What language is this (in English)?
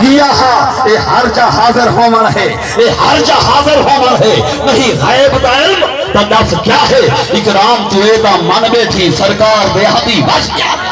Saraiki